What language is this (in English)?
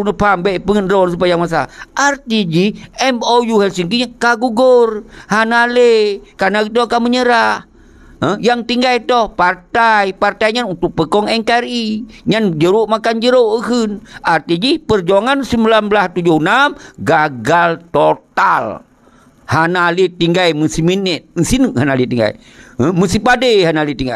Achinese